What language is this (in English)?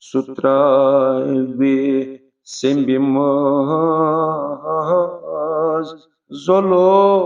Kashmiri